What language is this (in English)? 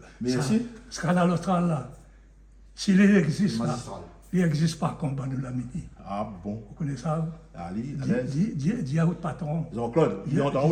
Réunion Creole French